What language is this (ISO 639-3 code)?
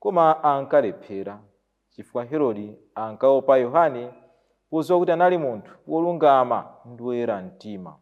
nya